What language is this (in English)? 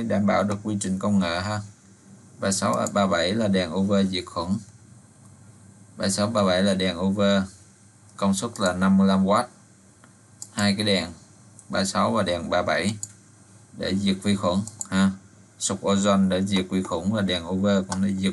Vietnamese